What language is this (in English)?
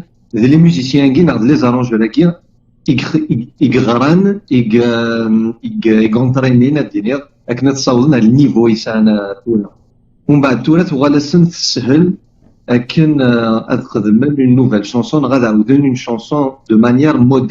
Kabyle